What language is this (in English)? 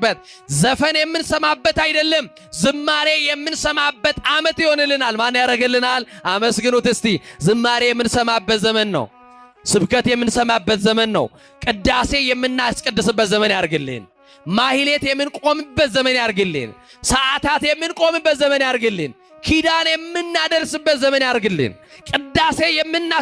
Amharic